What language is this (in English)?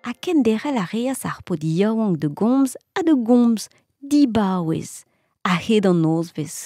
Breton